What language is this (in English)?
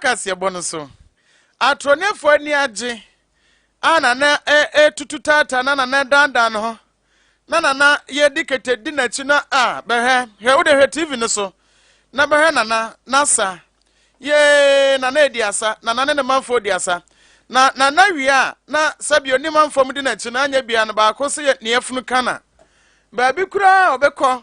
Akan